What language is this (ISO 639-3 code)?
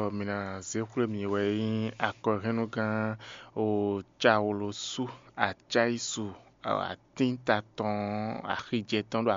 fon